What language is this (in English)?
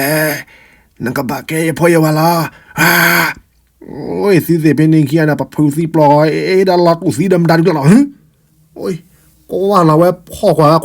S'gaw Karen